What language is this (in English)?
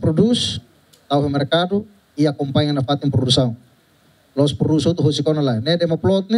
Tetum